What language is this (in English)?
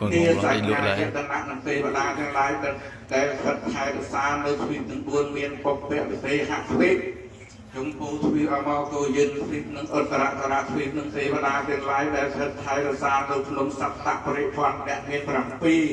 Khmer